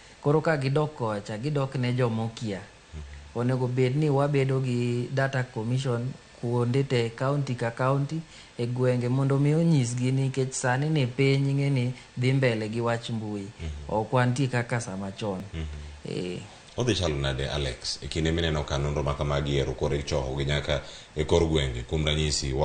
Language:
Luo (Kenya and Tanzania)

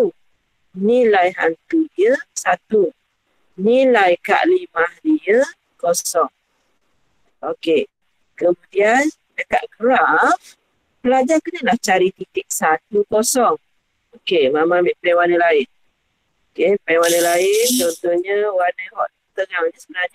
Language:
Malay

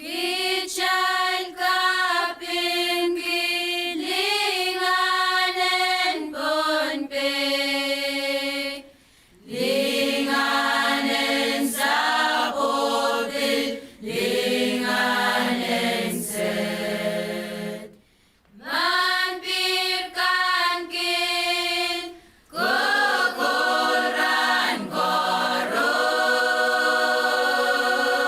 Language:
Pohnpeian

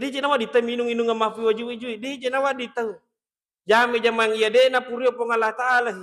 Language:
Buginese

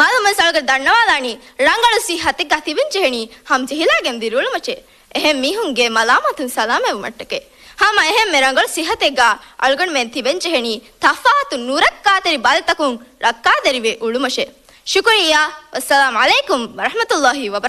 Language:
Divehi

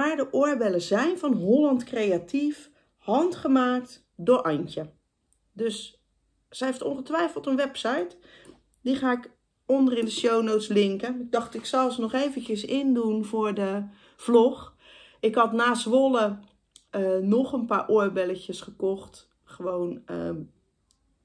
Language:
Dutch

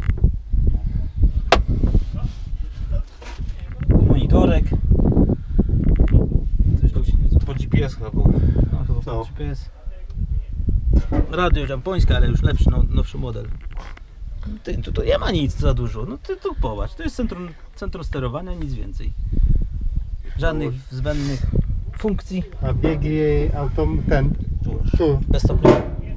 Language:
Polish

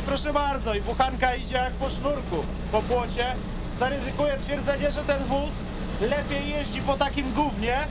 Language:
Polish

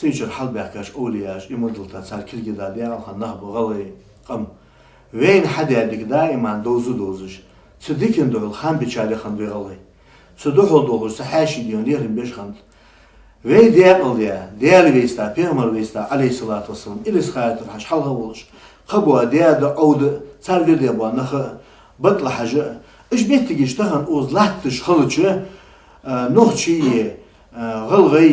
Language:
Ingush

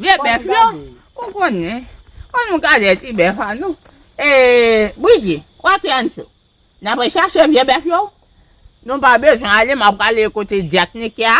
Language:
Haitian Creole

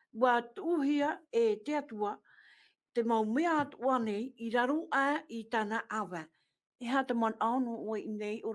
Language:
Tahitian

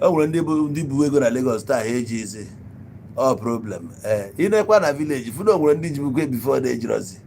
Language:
Igbo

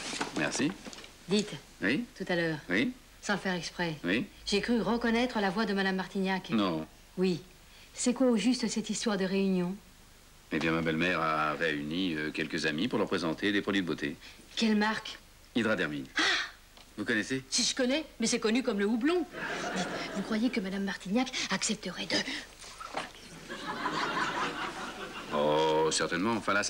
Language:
French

